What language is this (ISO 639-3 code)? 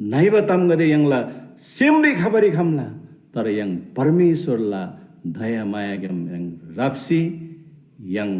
taj